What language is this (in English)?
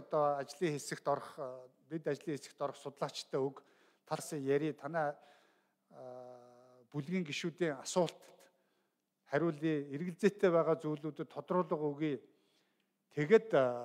Mongolian